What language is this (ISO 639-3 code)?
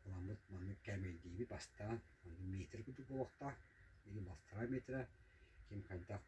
sah